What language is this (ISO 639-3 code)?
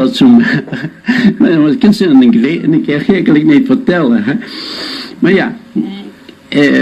lim